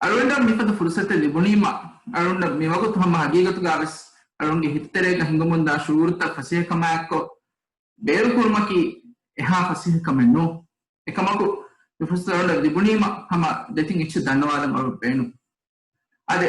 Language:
Divehi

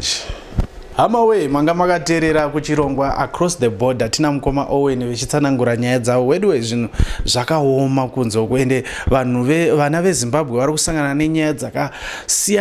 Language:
Shona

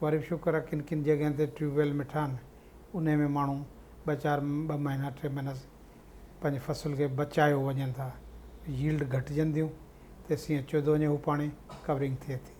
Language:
Sindhi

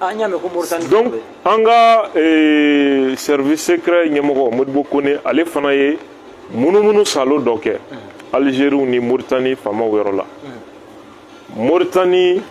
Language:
Bambara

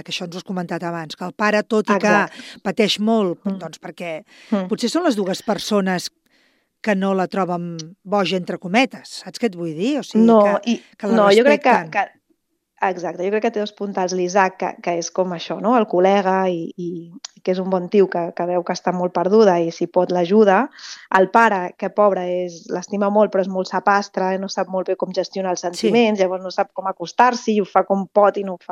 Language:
Catalan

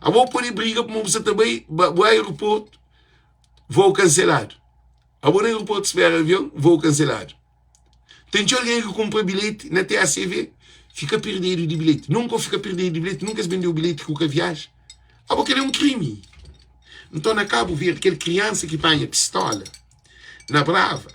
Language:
Kabuverdianu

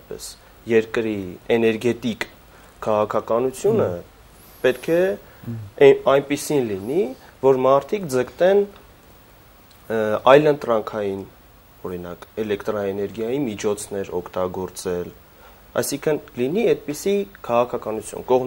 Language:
Armenian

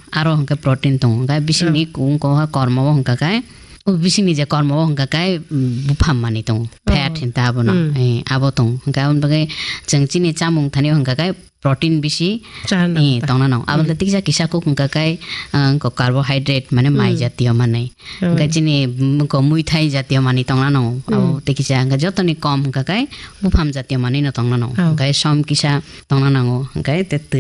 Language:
Kok Borok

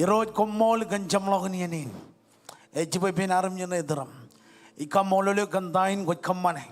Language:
Marshallese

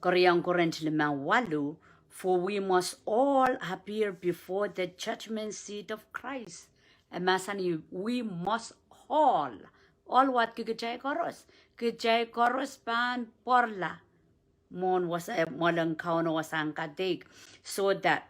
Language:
Pohnpeian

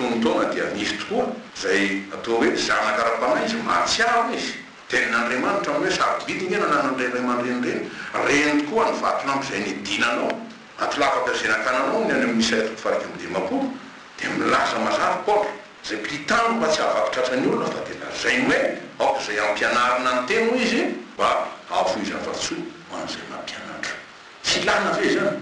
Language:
Malagasy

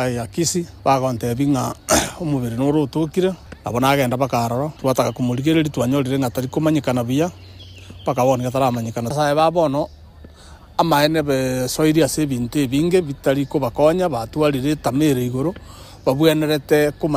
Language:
Gusii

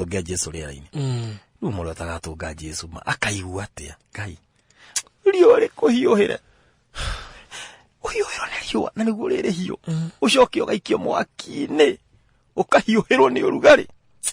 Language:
Kikuyu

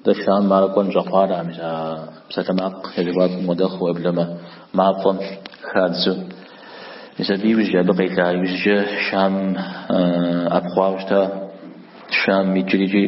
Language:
Kabardian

